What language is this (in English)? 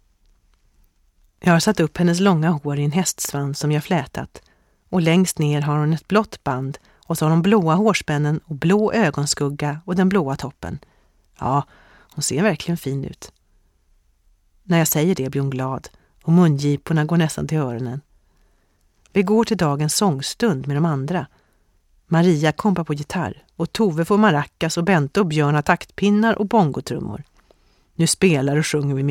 Swedish